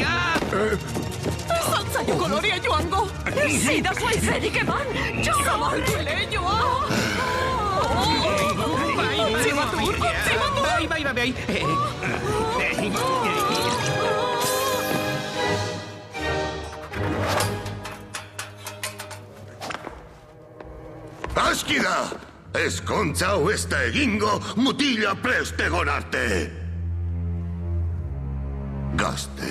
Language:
Basque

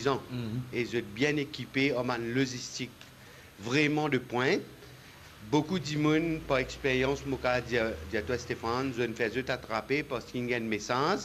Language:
Morisyen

